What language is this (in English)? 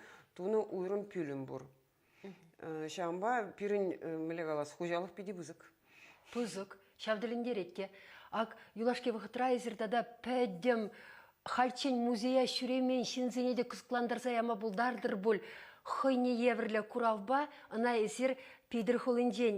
Chuvash